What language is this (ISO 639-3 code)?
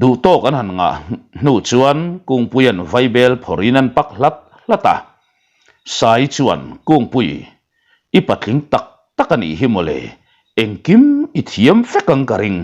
lus